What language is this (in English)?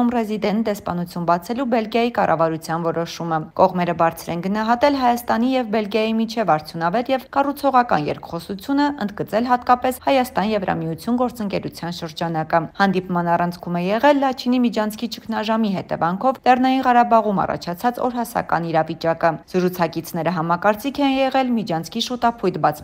Armenian